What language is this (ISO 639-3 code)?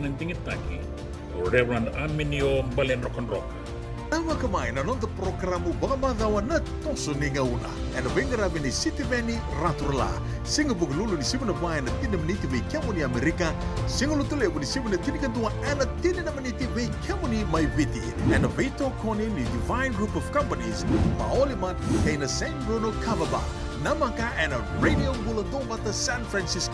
fij